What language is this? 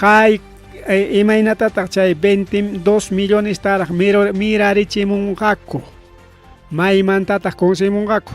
Ayacucho Quechua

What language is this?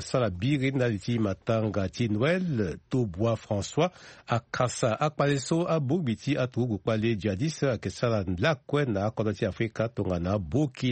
Sango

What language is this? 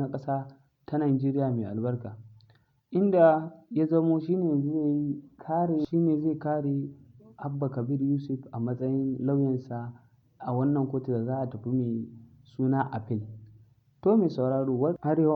Hausa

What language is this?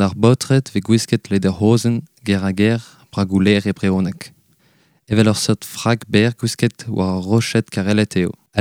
Breton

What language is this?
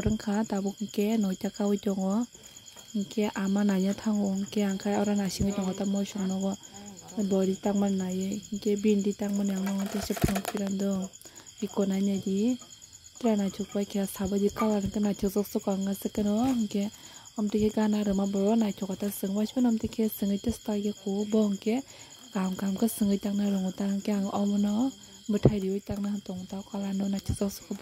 Kok Borok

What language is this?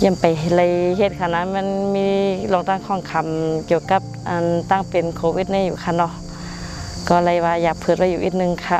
Shan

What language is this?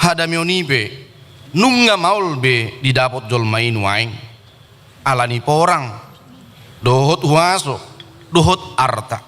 Batak Toba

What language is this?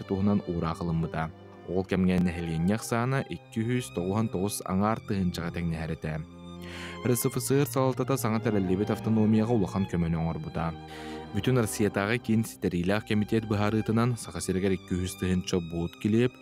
Yakut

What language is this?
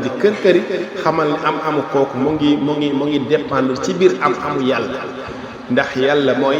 Wolof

